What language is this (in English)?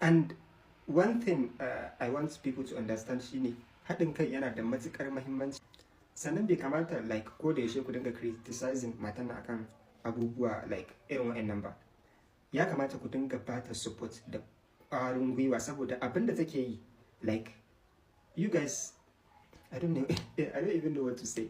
Hausa